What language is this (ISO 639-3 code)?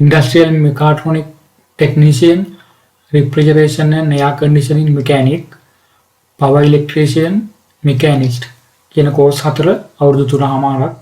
sin